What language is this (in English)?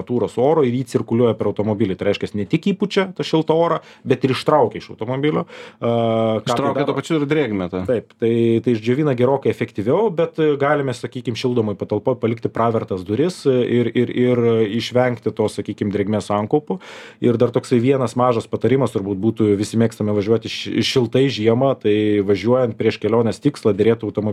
Lithuanian